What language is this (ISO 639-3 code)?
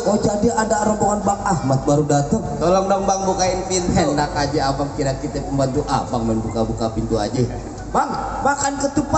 bew